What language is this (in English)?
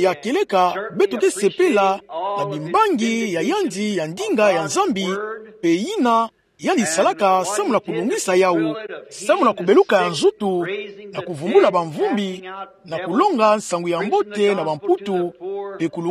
Kituba (Democratic Republic of Congo)